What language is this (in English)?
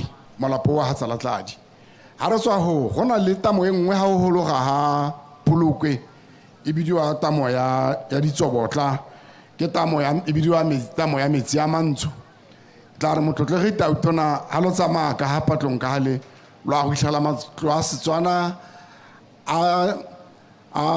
Tswana